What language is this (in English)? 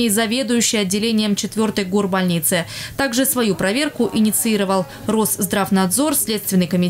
Russian